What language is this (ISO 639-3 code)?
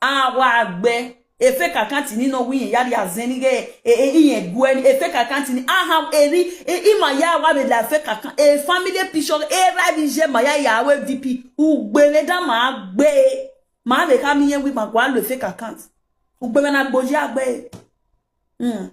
pcm